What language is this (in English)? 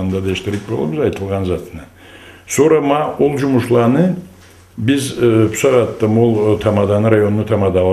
Karachay-Balkar